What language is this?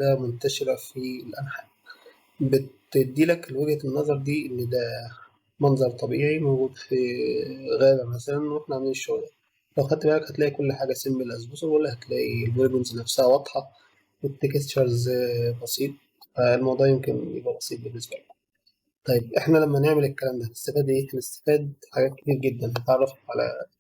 Egyptian Arabic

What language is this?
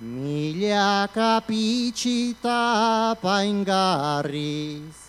Basque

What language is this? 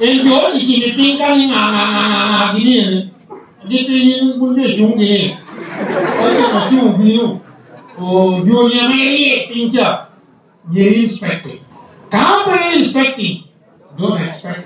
Lango (Uganda)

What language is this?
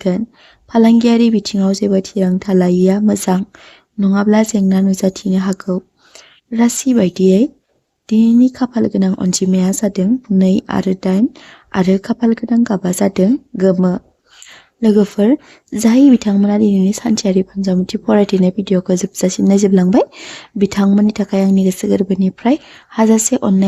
Bodo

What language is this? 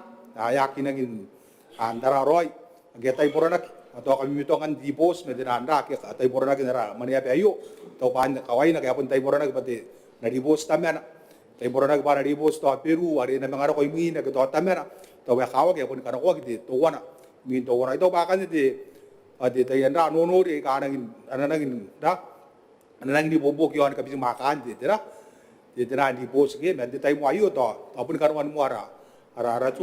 Gilbertese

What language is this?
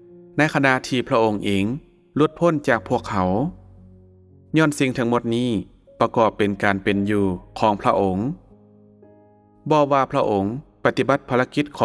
Lao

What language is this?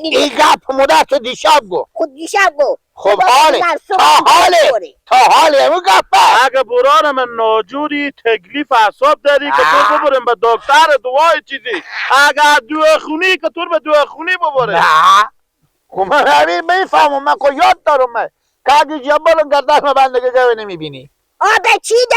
Persian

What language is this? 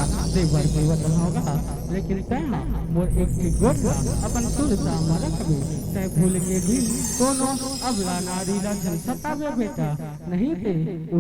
Chhattisgarhi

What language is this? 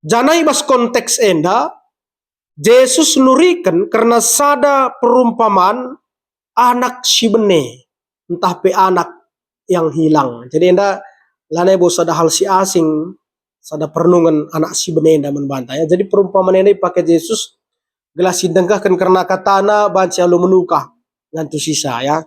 Batak Karo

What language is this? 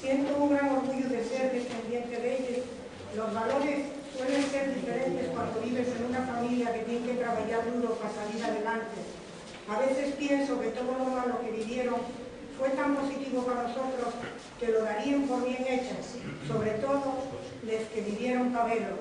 Asturian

